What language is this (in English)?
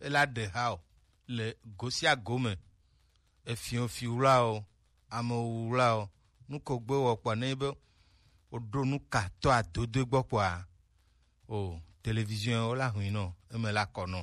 Gen